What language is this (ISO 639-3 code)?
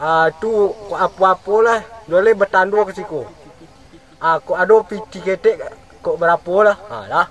min